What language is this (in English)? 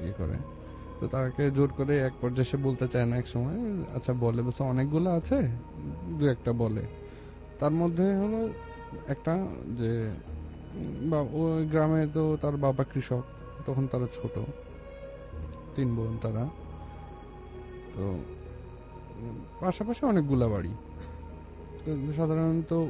Bangla